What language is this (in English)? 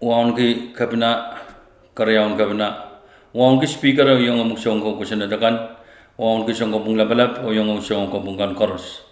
Pohnpeian